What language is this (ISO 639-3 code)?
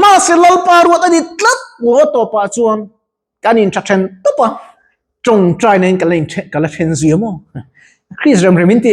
lus